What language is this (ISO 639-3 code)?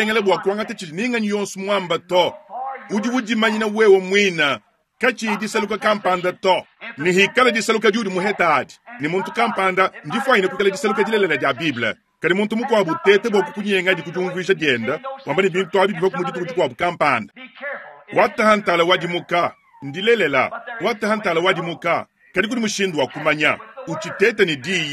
lua